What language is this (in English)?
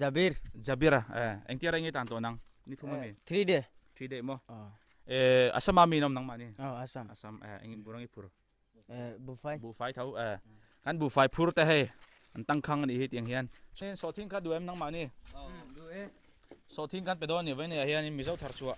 Mizo